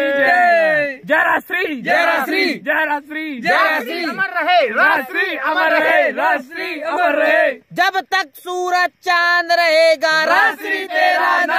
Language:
Hindi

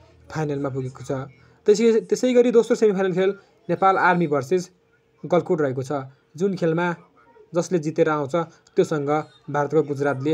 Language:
Nepali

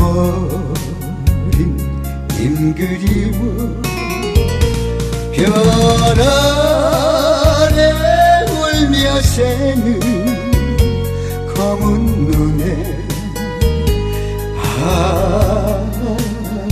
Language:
Korean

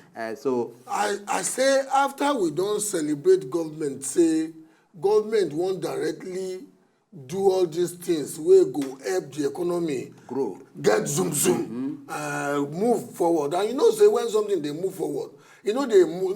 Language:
Nigerian Pidgin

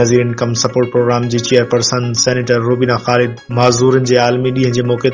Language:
Sindhi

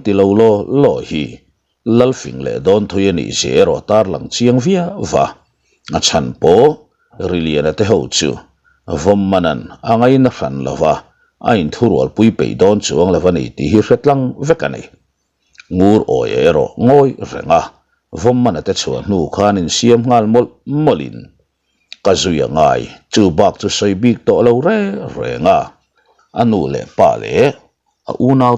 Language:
Mizo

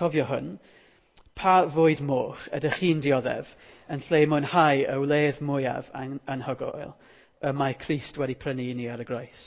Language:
Welsh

